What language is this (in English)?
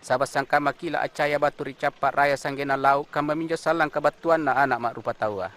Makasar